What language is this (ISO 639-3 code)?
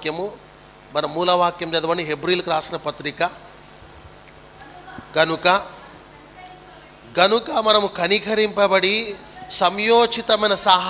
tel